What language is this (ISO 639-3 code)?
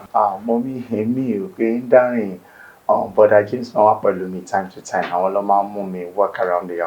yor